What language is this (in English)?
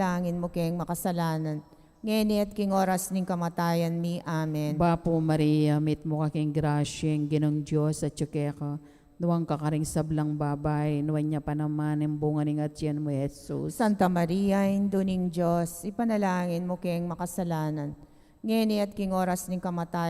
Pampanga